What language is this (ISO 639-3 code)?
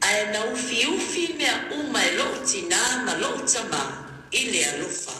smo